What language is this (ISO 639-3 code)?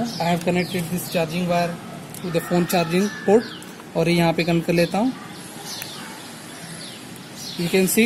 hin